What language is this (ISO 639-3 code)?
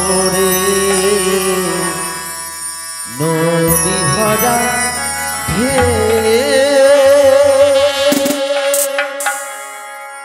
ben